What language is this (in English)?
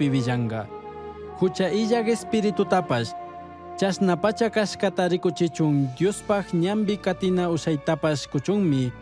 Chimborazo Highland Quichua